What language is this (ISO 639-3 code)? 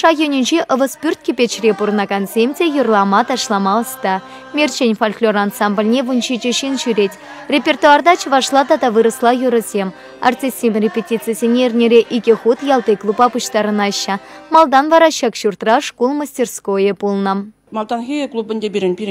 chv